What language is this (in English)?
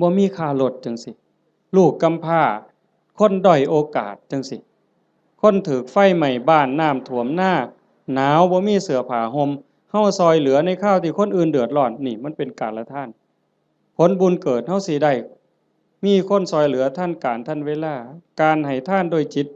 Northeastern Thai